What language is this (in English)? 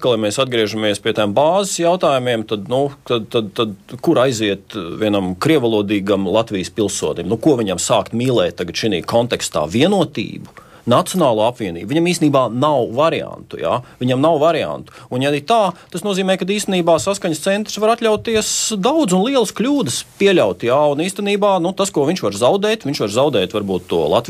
Latvian